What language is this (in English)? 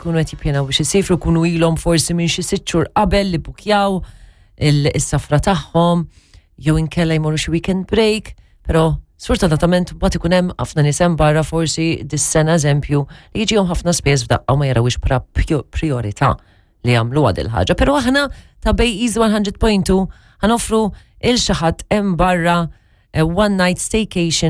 Maltese